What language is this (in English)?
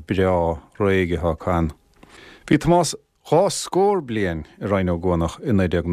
Irish